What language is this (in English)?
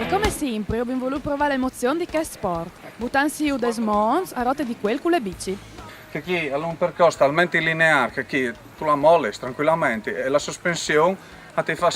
Friulian